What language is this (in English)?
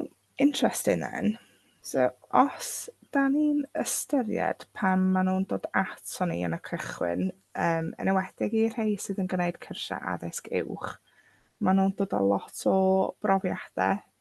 Welsh